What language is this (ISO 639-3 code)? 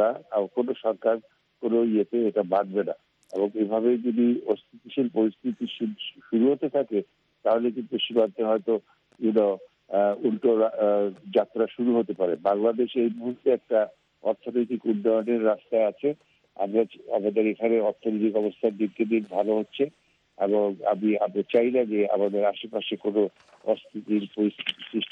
ben